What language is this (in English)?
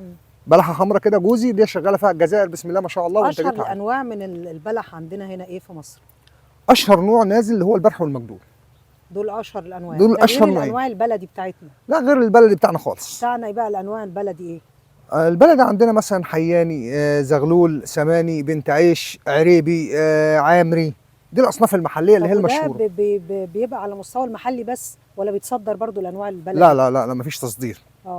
Egyptian Arabic